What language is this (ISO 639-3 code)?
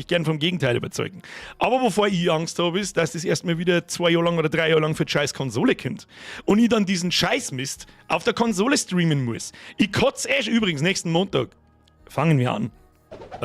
bar